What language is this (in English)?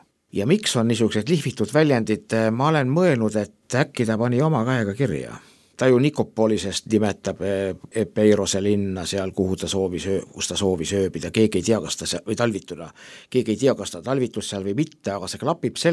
Estonian